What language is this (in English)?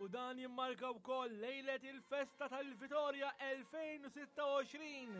Maltese